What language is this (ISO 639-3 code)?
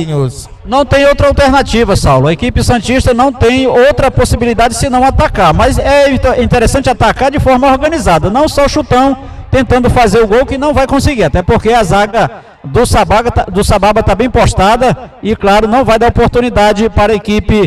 por